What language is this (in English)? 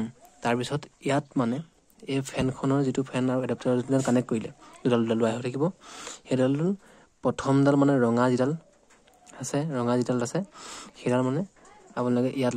Assamese